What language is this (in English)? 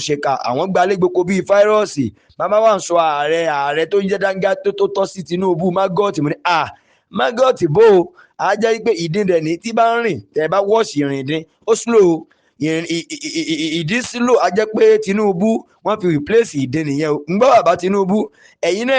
Yoruba